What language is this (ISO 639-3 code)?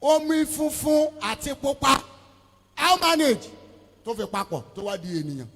yor